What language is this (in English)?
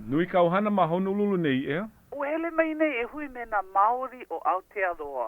Hawaiian